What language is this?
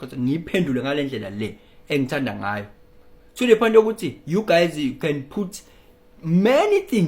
Zulu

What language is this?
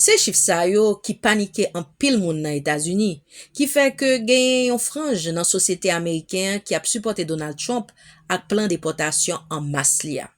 Haitian Creole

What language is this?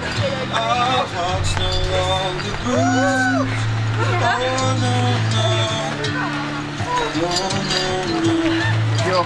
Estonian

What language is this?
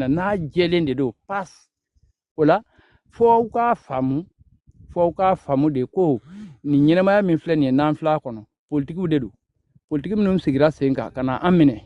Bambara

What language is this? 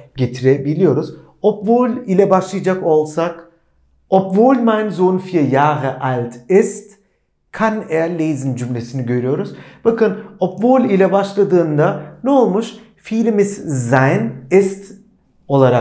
Turkish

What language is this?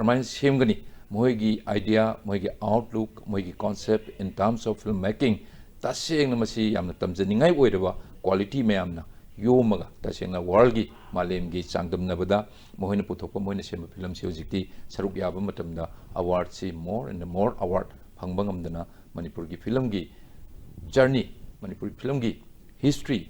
Manipuri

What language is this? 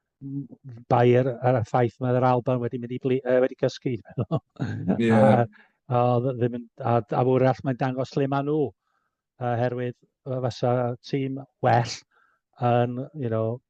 Welsh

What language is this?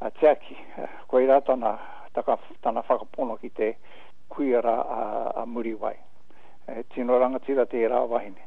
Māori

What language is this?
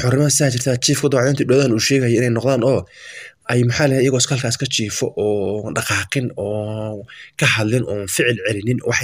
Somali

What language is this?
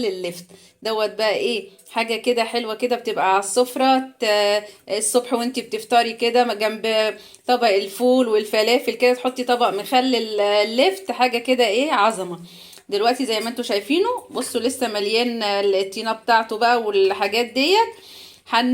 Egyptian Arabic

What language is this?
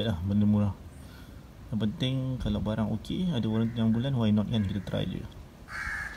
Malay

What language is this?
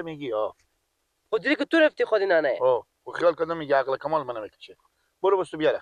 Persian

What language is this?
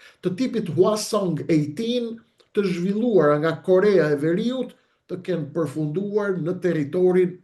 Albanian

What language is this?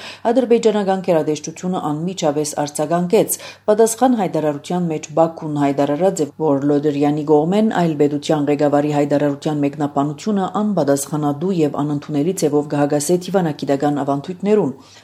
Armenian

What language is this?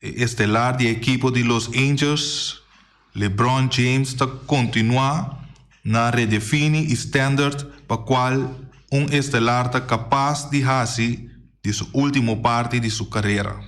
Papiamento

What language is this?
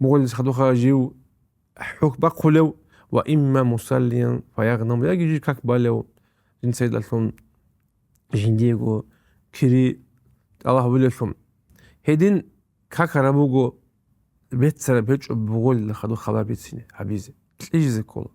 Avaric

